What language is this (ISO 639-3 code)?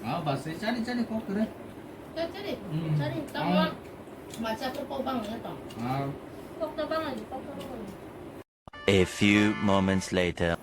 trp